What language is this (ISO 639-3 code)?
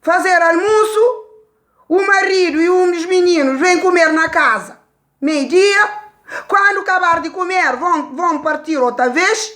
kea